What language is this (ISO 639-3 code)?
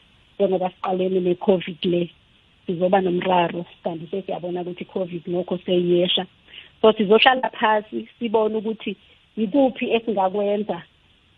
nbl